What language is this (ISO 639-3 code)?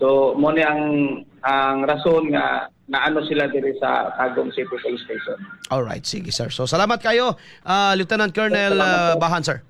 ceb